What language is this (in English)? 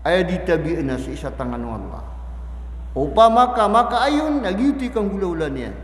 Maranao